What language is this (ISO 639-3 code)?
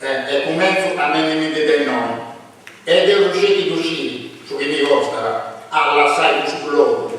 srd